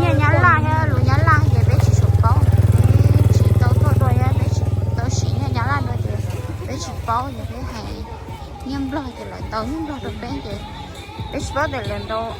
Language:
Hmong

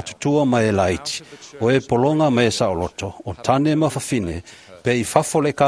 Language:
Samoan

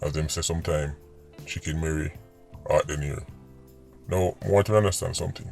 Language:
Jamaican Creole English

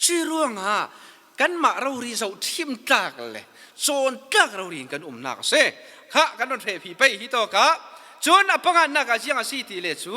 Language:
Falam Chin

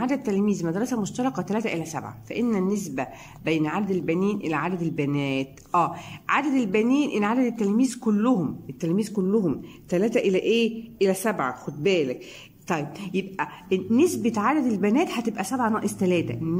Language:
Egyptian Arabic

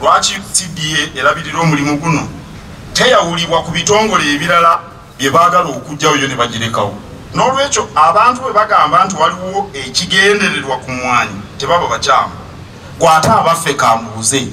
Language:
Ganda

